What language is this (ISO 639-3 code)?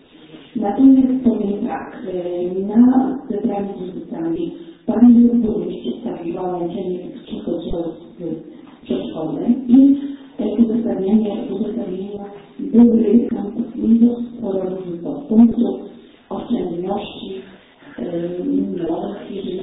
pol